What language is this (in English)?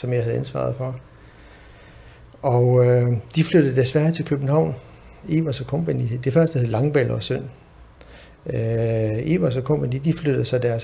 Danish